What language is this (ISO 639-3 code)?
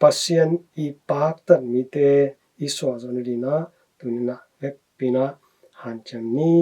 ctd